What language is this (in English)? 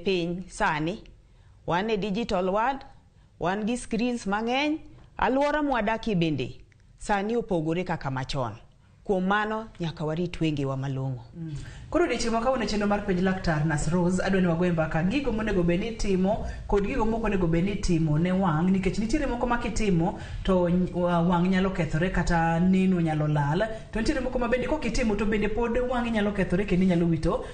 Luo (Kenya and Tanzania)